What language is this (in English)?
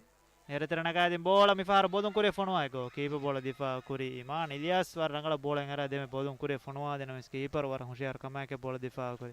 Divehi